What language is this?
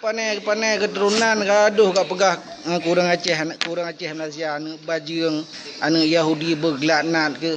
Achinese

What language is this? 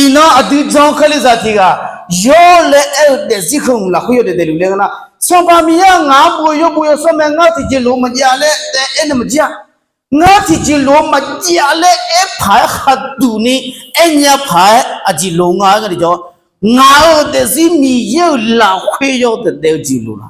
Akha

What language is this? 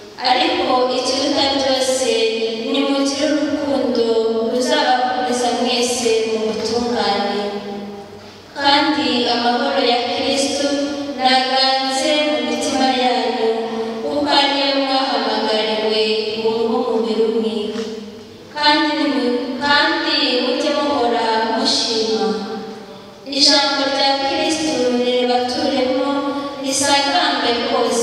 Kinyarwanda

